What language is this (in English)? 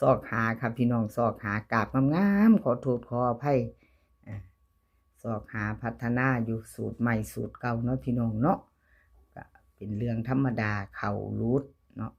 Northeastern Thai